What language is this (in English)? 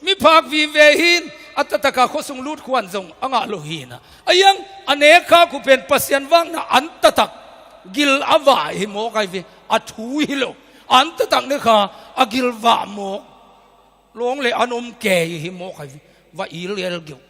Tedim Chin